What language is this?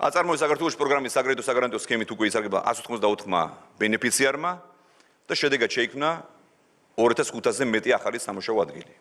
Georgian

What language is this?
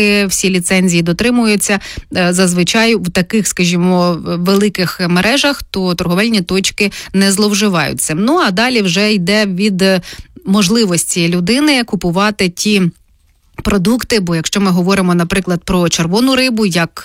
Ukrainian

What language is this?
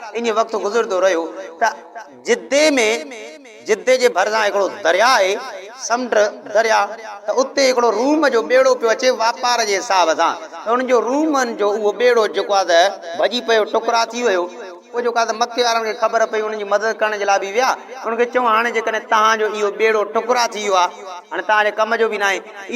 Sindhi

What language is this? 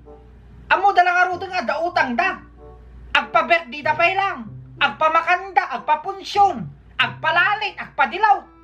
Iloko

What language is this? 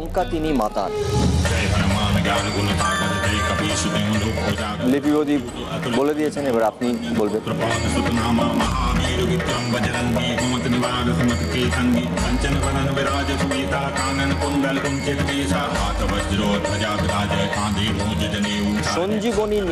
Bangla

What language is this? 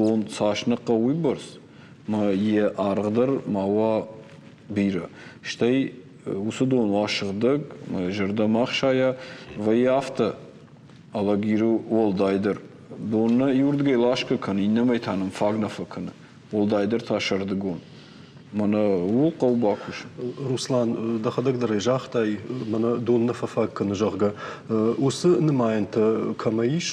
Ossetic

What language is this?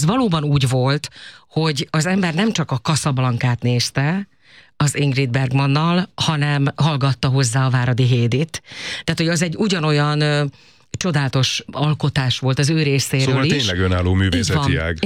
Hungarian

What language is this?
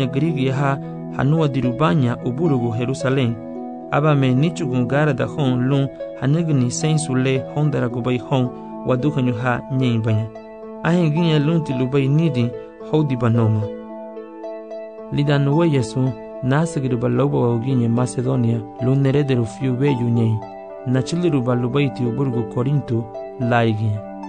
Garifuna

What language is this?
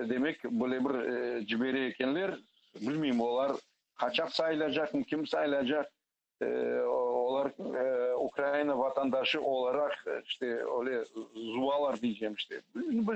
Crimean Tatar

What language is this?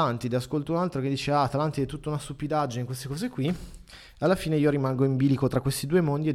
Italian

